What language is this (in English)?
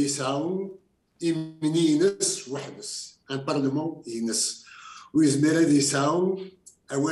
Kabyle